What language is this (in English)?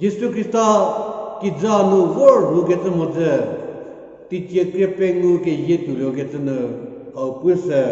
Angami Naga